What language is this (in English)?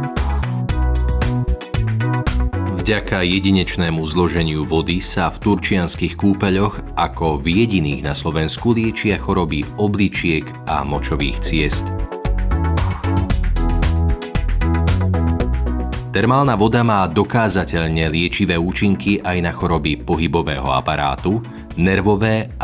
Slovak